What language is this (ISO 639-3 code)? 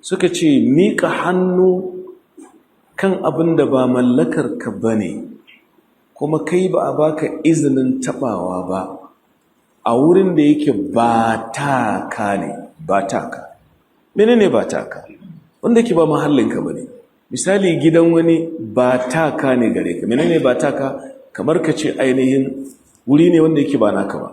hau